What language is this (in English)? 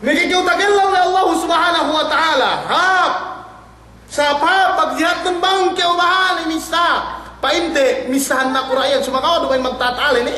Yakan